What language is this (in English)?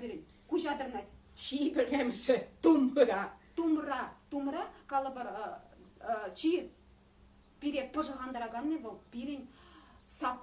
Chuvash